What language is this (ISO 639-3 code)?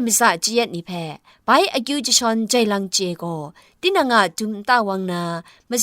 kac